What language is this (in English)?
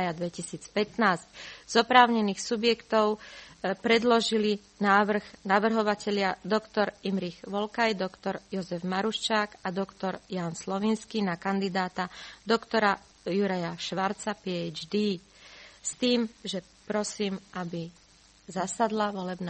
Slovak